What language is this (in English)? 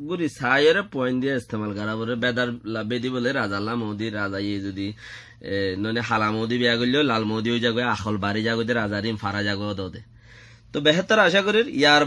Rohingya